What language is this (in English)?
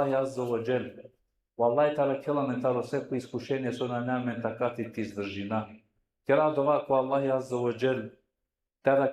Balkan Romani